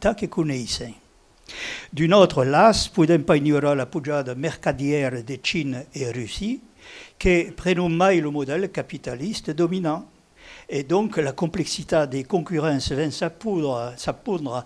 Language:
Occitan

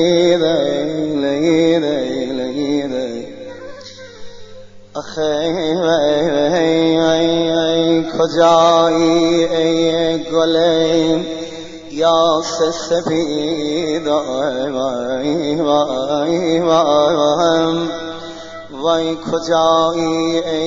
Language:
Persian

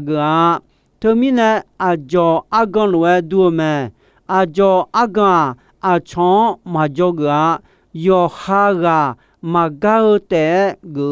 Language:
Akha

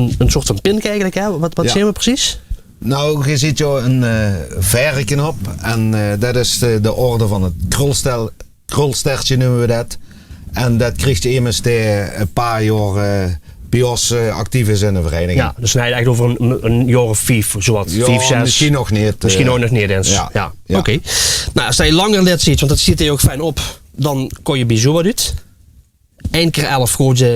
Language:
Limburgish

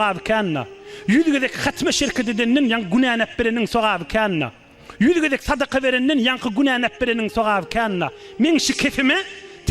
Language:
Turkmen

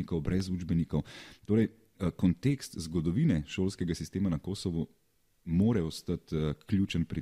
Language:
Slovenian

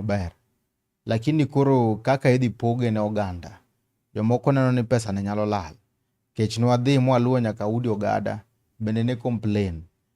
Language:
Luo (Kenya and Tanzania)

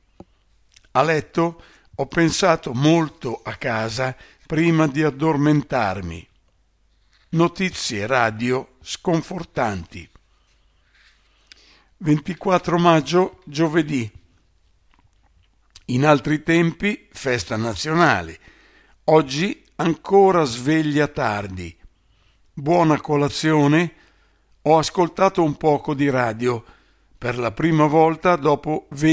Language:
Italian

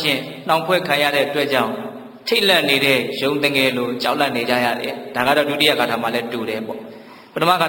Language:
Burmese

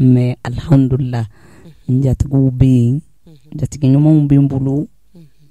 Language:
Bambara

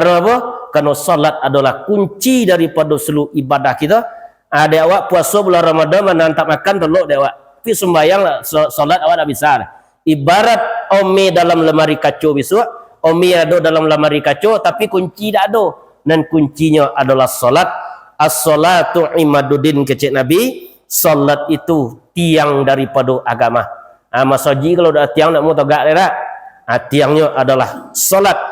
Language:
Minangkabau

